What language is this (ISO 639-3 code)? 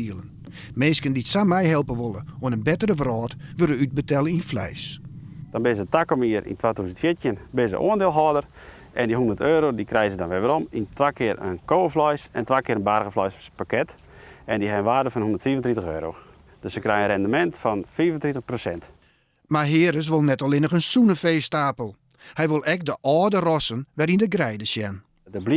fry